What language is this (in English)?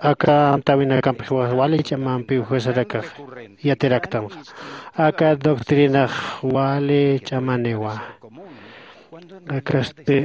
Aymara